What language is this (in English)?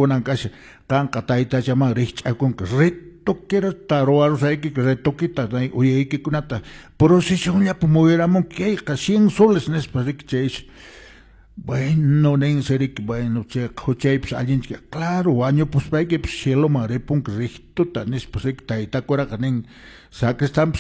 Quechua